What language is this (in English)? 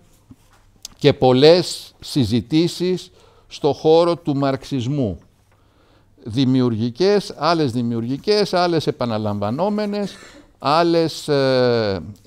Greek